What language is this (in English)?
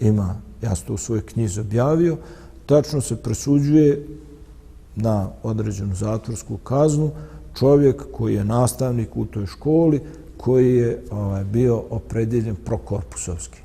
Bosnian